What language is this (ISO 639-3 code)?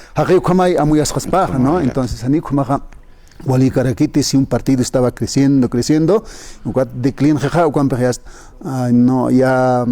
aym